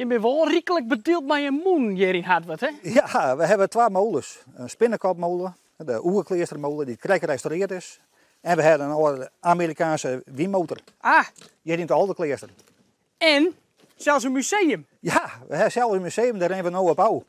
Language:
Western Frisian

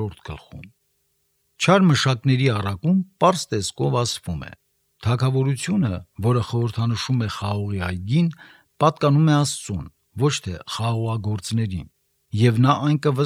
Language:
Armenian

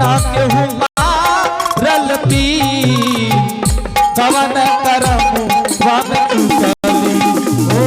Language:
Angika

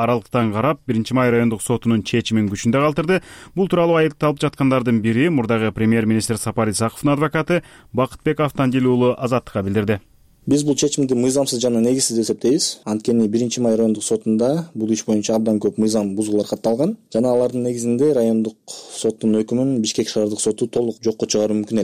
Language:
Kyrgyz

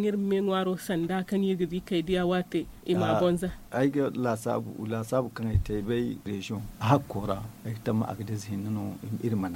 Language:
Zarma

